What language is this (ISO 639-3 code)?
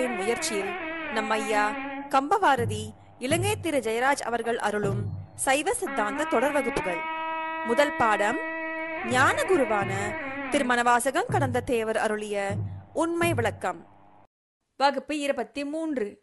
tam